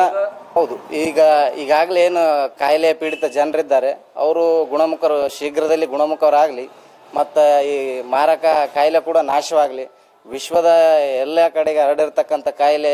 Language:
Kannada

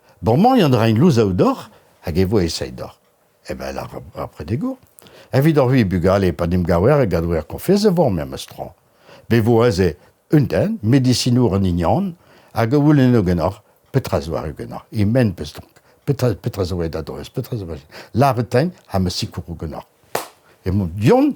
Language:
Breton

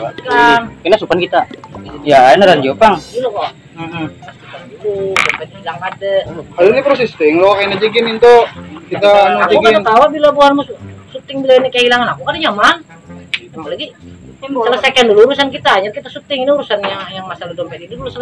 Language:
Banjar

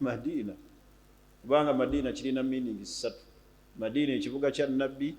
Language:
Ganda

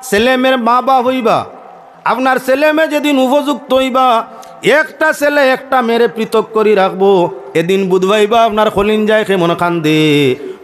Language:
Sylheti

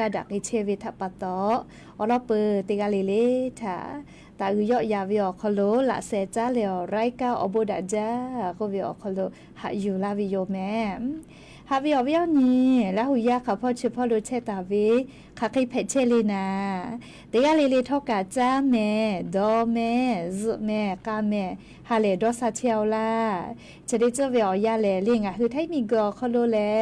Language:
Lahu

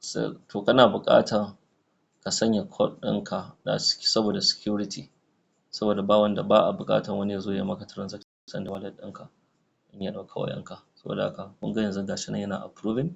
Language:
Hausa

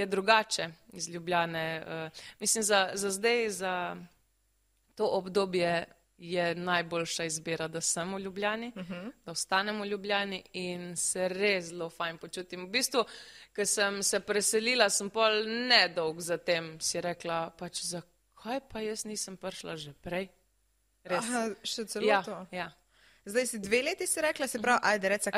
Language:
Slovenian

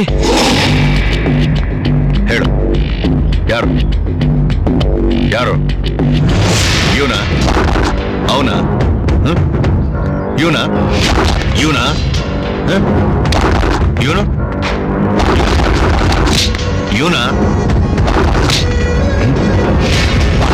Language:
Kannada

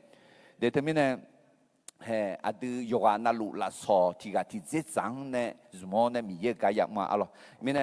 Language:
Akha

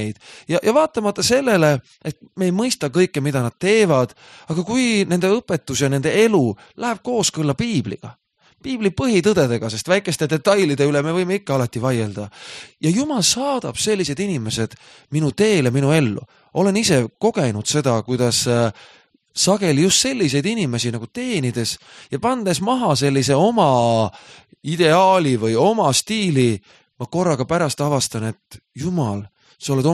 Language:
Estonian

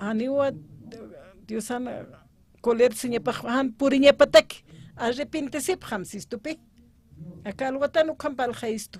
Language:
Aymara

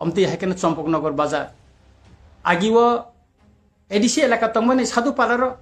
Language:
Kok Borok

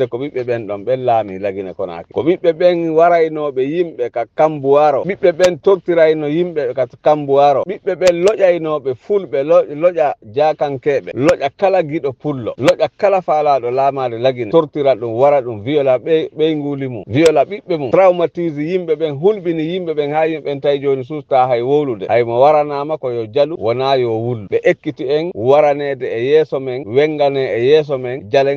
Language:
Fula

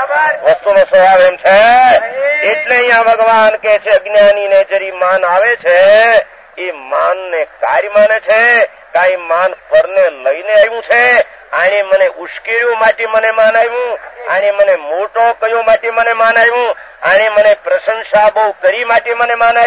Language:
Gujarati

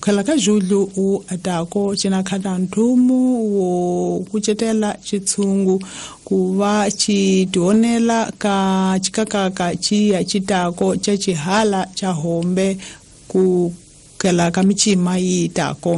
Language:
Tsonga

